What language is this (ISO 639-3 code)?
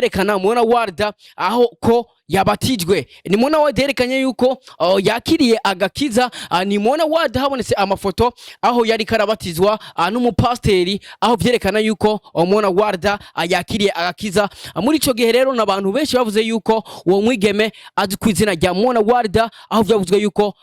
run